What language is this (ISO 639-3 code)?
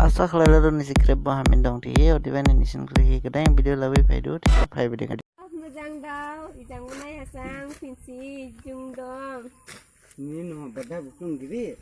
dis